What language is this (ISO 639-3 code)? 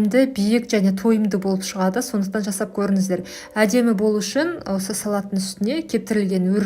kaz